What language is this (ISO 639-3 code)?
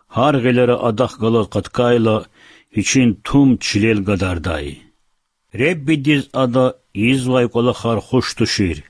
lez